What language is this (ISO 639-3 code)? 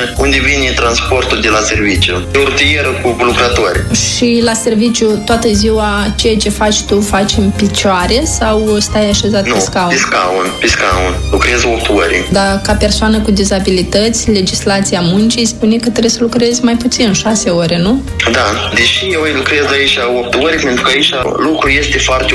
ron